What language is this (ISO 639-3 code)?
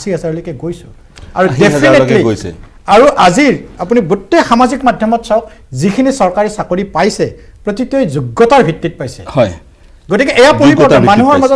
asm